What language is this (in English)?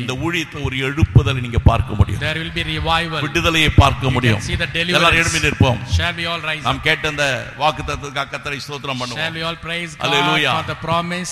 Tamil